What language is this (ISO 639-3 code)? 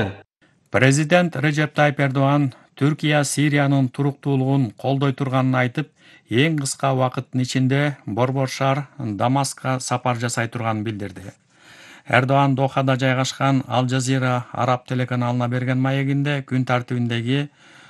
kir